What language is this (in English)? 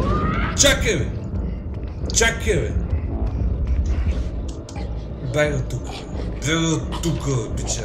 Bulgarian